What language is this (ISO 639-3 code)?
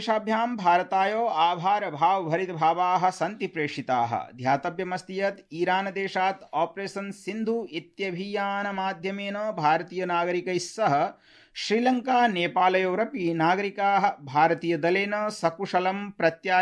san